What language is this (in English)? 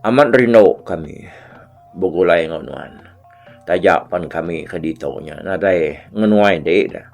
Iban